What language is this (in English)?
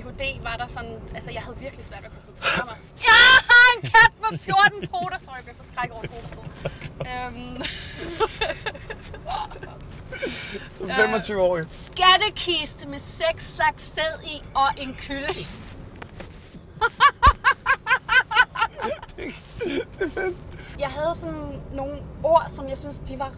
Danish